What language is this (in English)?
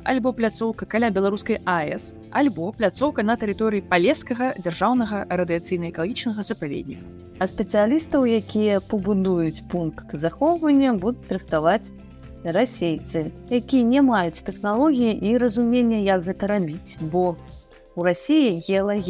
Belarusian